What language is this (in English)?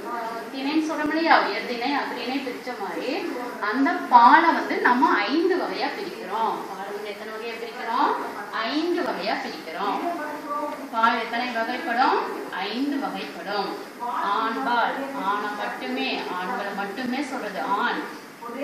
Tamil